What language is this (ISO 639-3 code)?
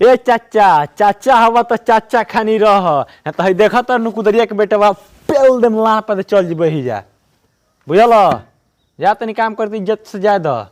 bho